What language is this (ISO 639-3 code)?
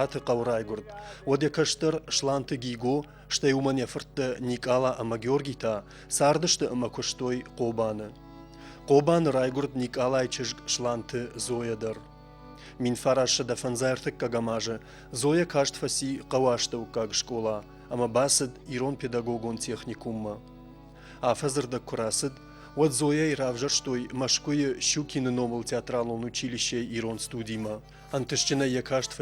oss